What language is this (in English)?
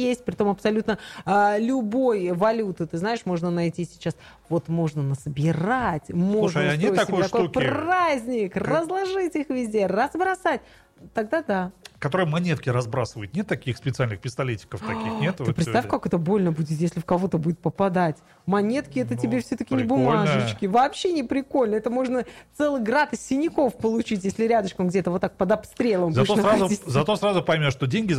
Russian